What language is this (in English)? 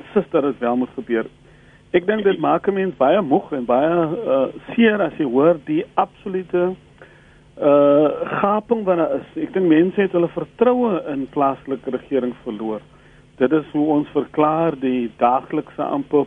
Afrikaans